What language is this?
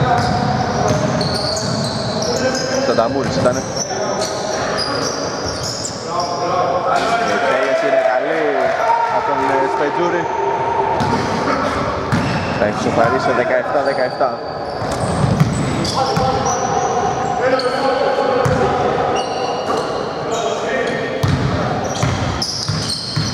Greek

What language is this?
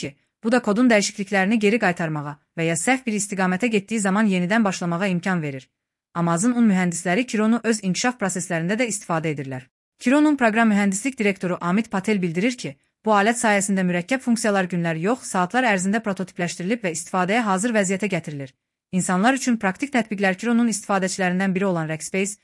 Azerbaijani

